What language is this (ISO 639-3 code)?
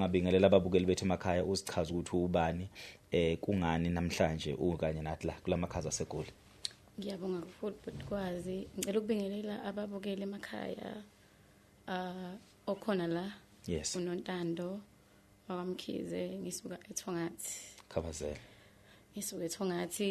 zul